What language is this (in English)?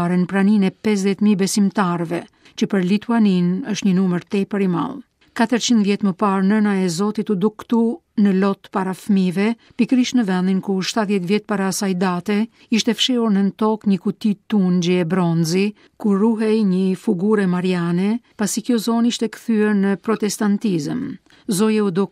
Albanian